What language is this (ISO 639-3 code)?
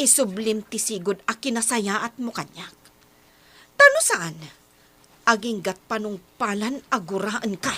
ilo